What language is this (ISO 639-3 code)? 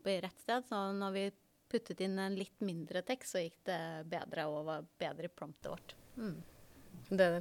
nor